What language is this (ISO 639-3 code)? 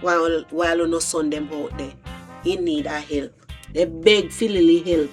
jam